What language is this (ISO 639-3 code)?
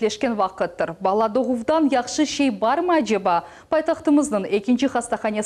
crh